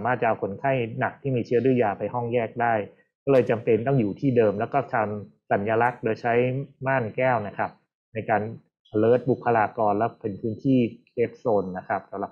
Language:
Thai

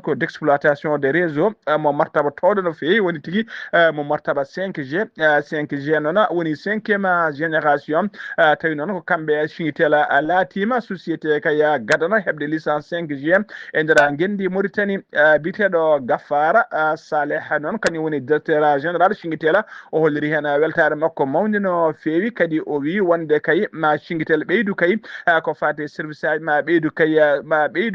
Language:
Fula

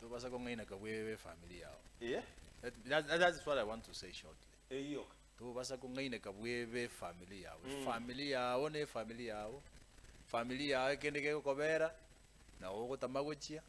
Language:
Gusii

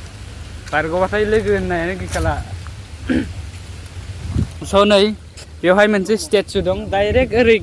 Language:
Bodo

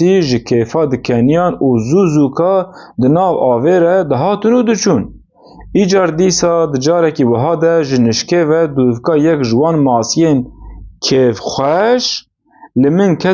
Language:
Kurdish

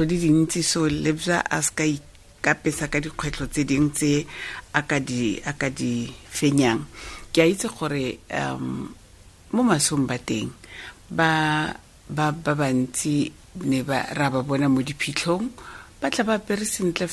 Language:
Tswana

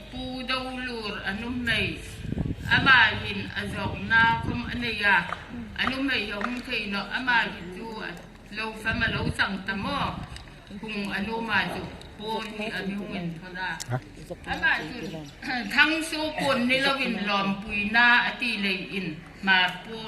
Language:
Hmar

